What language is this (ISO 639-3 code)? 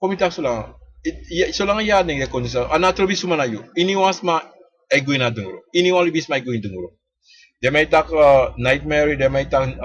srn